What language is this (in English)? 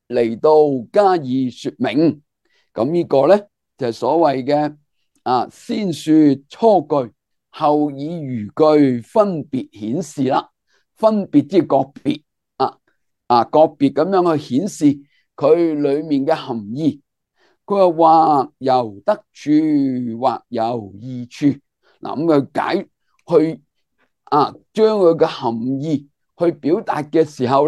Cantonese